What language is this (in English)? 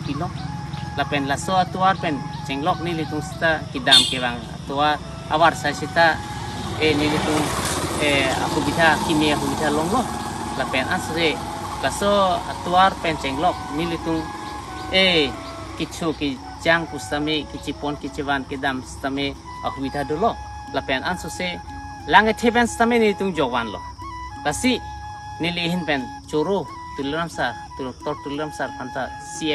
Karbi